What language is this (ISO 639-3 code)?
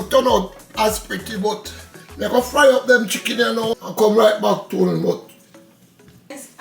jam